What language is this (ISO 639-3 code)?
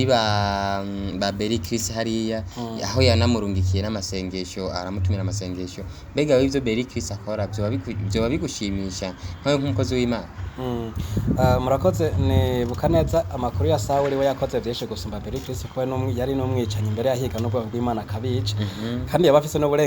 run